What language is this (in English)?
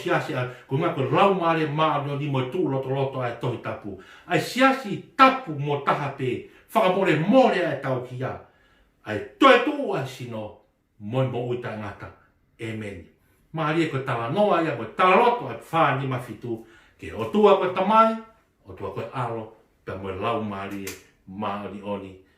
Tongan